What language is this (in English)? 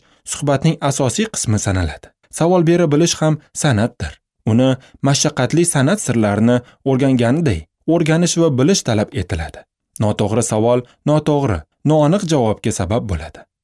Uzbek